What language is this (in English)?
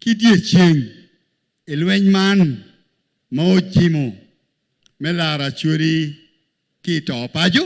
Acoli